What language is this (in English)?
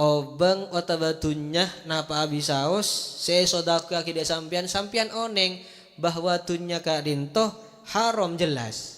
Madurese